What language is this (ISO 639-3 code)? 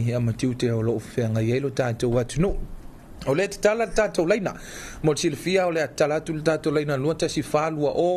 smo